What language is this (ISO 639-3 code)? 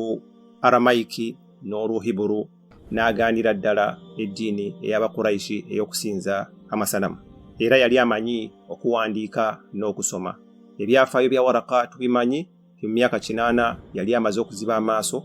lug